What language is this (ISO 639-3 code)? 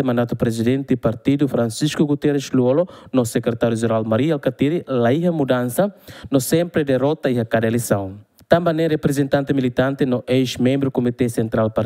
tet